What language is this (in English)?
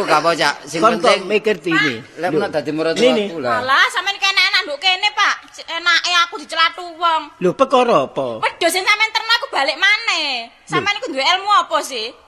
Javanese